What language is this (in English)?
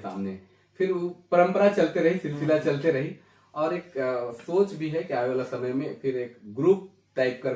Sadri